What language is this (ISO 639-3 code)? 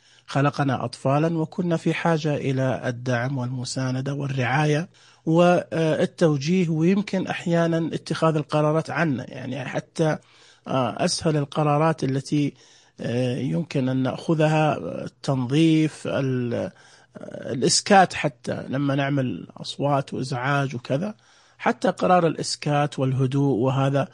ars